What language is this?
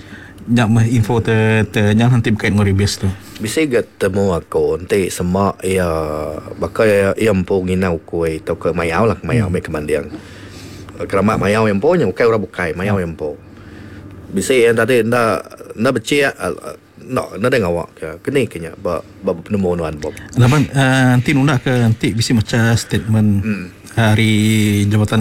Iban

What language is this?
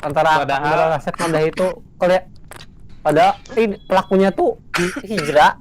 Banjar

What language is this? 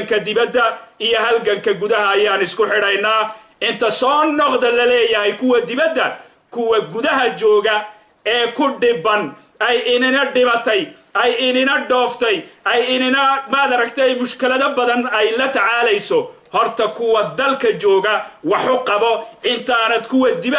Somali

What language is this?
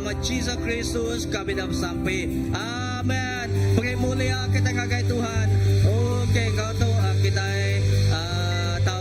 Iban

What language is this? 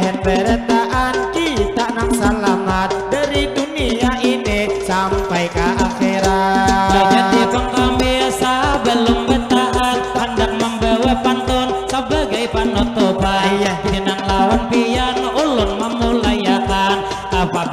Banjar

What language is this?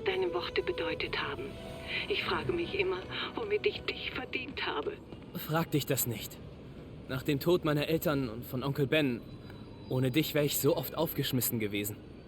Bavarian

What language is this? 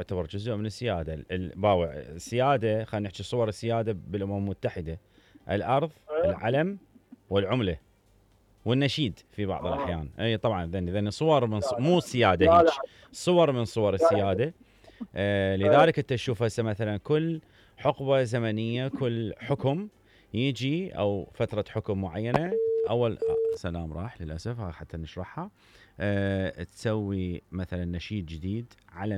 Mesopotamian Arabic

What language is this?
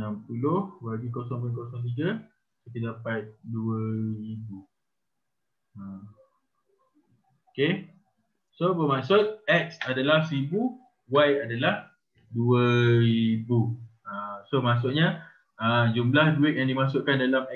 Malay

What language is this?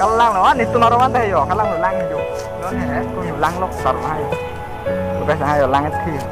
Karbi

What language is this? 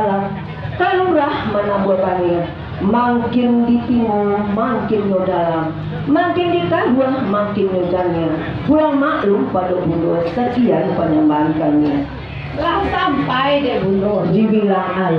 Minangkabau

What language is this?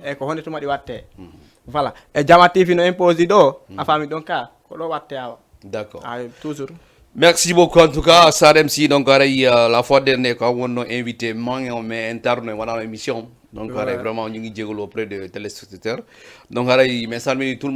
Fula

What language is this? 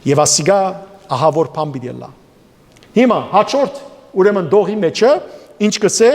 Western Armenian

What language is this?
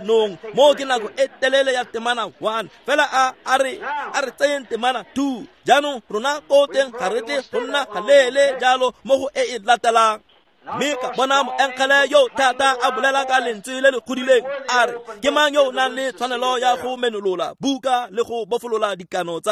Tswana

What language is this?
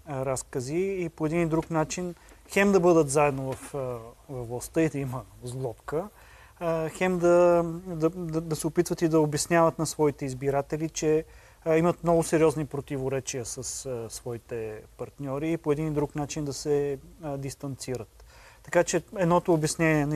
Bulgarian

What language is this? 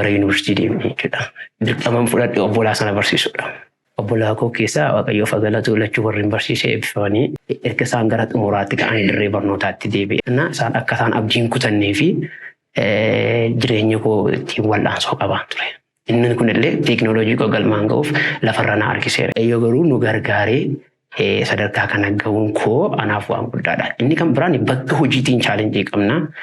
Oromo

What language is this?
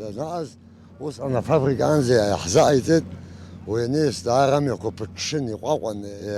Abkhazian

